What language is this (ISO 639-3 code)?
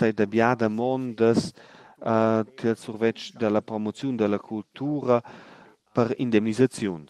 roh